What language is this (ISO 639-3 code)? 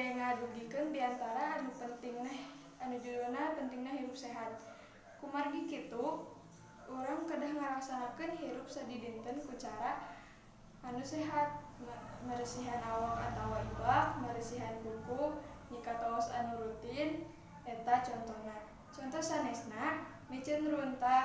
sun